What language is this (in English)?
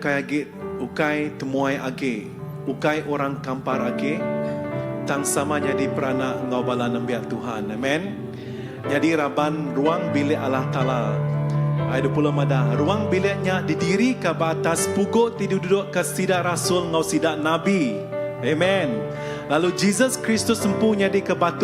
Iban